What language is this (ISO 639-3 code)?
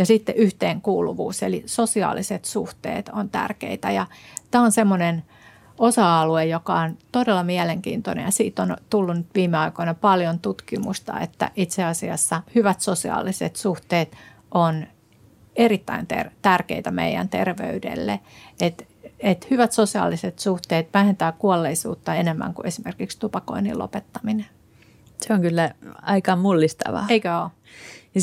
fin